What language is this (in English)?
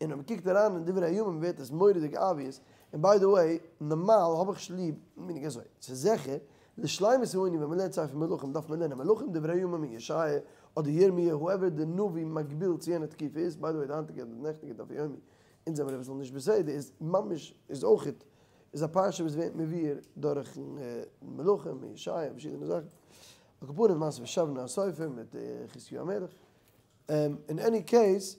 Yiddish